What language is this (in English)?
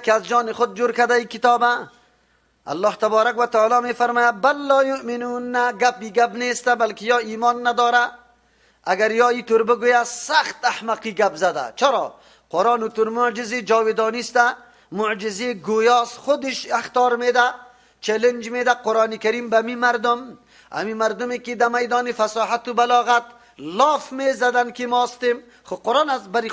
Persian